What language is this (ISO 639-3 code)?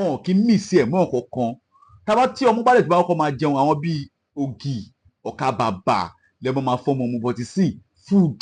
yor